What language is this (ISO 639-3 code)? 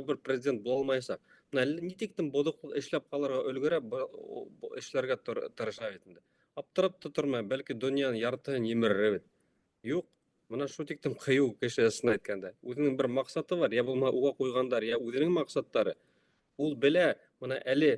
bak